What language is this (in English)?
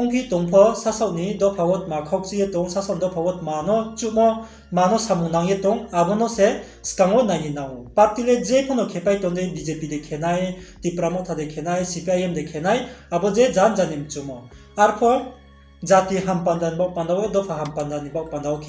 Riang (India)